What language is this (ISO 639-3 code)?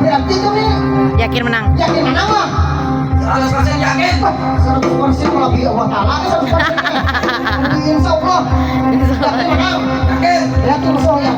bjn